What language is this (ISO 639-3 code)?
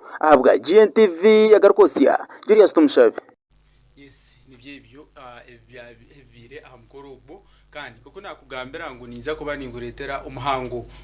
nyn